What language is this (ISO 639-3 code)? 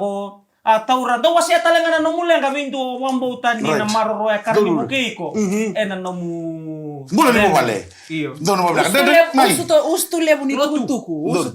fij